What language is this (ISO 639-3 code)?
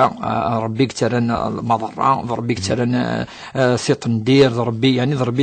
kab